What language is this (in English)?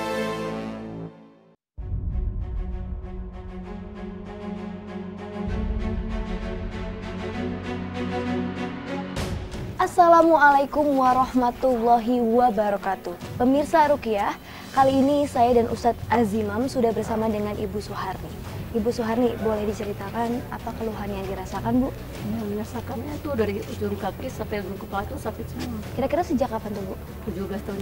Indonesian